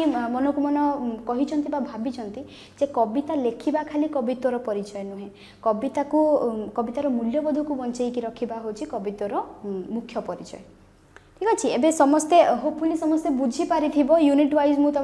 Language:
Odia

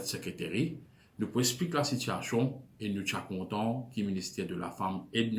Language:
Morisyen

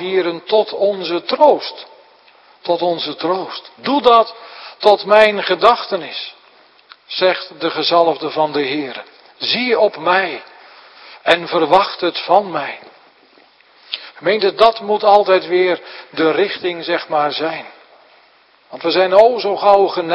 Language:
Dutch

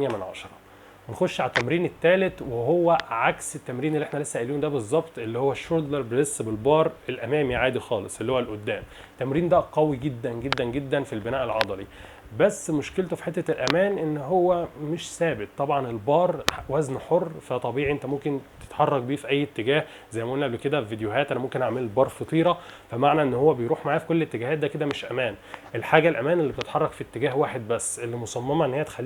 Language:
Egyptian Arabic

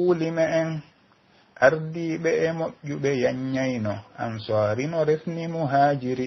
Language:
Pular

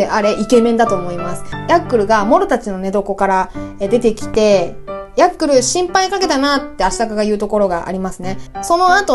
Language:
Japanese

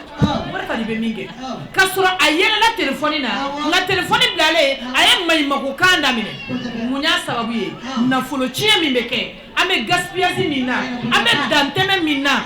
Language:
Bambara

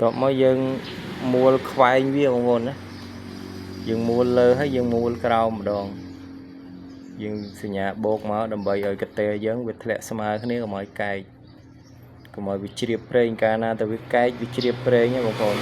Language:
Khmer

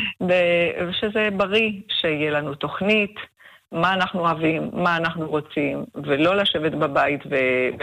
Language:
Hebrew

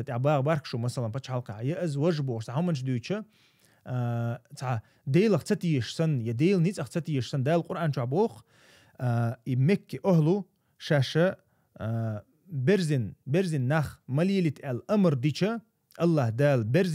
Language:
Chechen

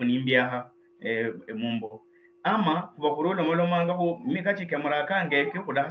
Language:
Luyia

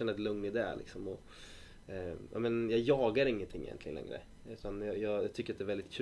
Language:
Swedish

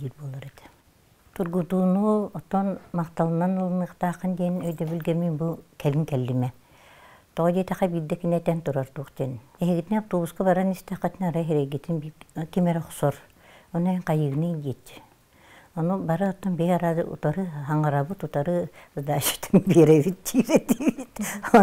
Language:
Yakut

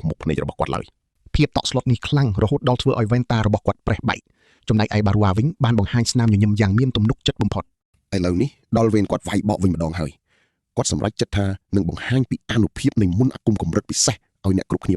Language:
Khmer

